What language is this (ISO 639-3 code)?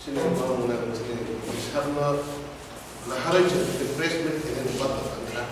trp